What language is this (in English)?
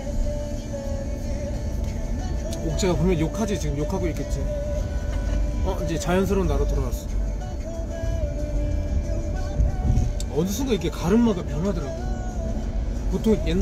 Korean